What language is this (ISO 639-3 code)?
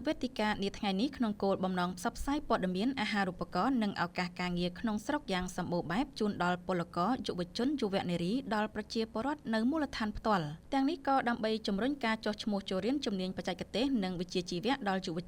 khm